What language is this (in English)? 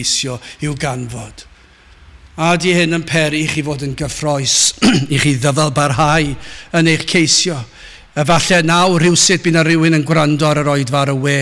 Welsh